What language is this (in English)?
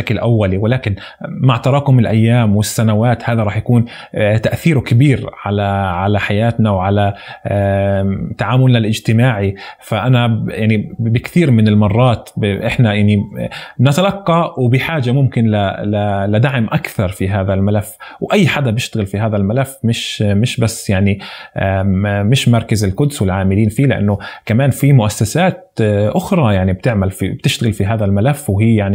North Levantine Arabic